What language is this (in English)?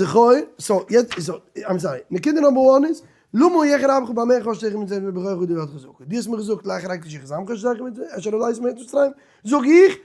Yiddish